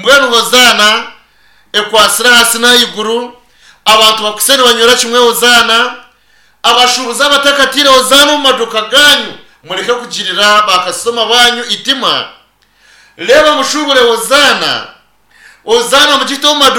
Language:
Nyankole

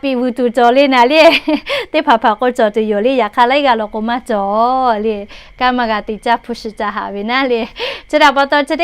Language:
Lahu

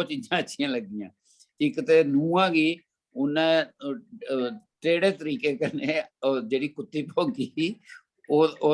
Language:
Dogri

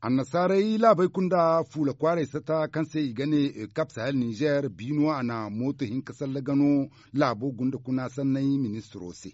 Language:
Zarma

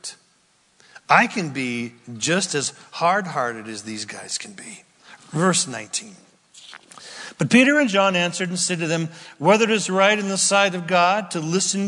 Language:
English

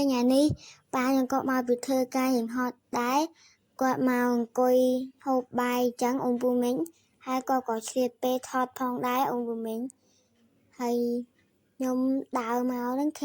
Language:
Khmer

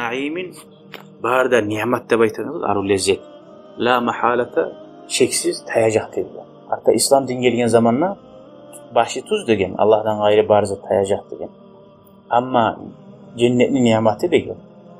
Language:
Kumyk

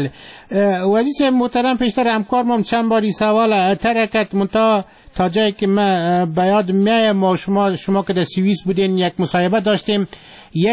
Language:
Persian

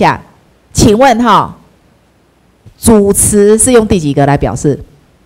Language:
Chinese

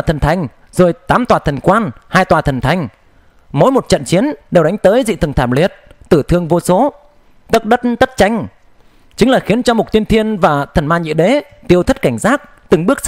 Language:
Vietnamese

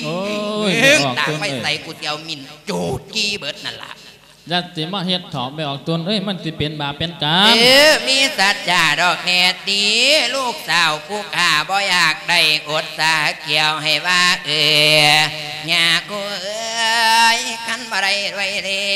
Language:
Lao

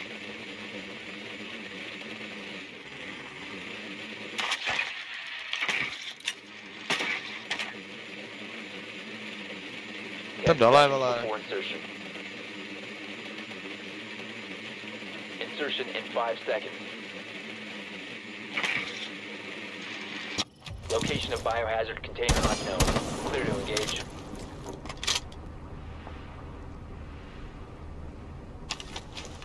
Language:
Czech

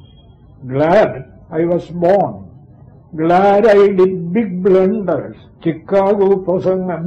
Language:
Malayalam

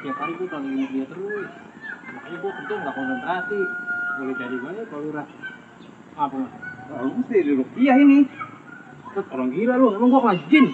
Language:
Betawi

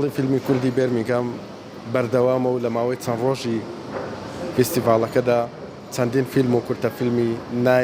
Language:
Central Kurdish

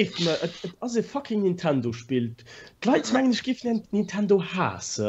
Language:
Luxembourgish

